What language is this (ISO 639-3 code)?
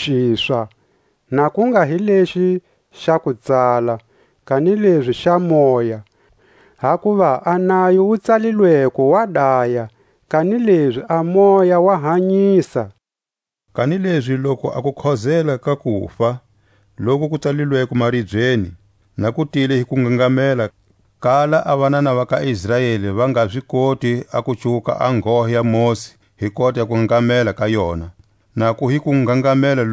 tsc